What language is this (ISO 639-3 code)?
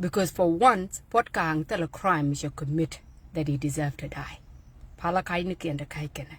nus